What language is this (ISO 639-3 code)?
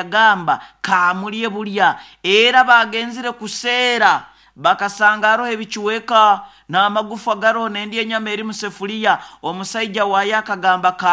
nyo